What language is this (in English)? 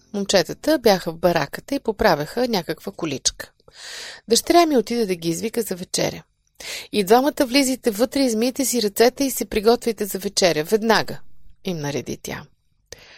Bulgarian